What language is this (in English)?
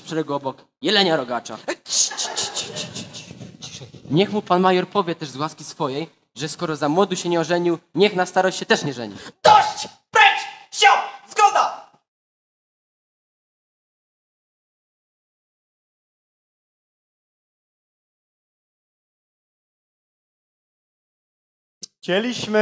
Polish